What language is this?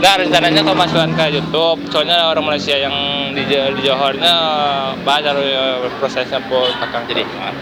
Minangkabau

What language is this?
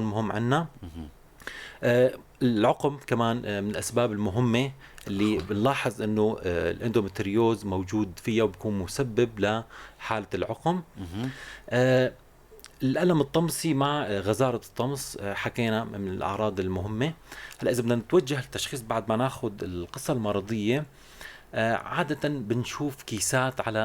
North Levantine Arabic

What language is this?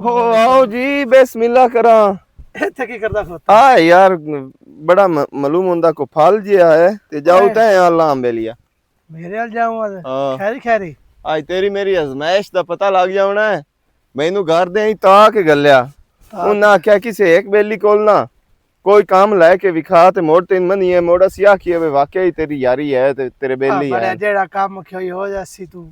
Western Panjabi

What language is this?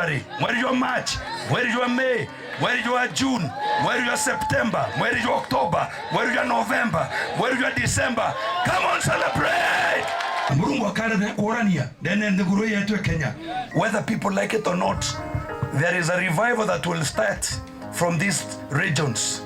Meru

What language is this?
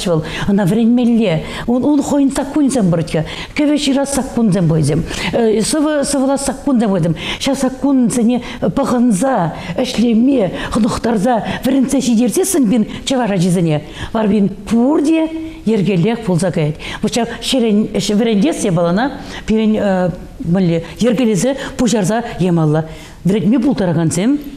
Chuvash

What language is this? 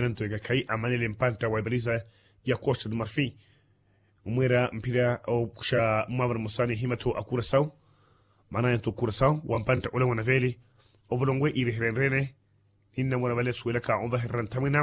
Makhuwa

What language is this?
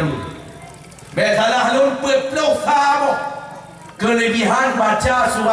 Achinese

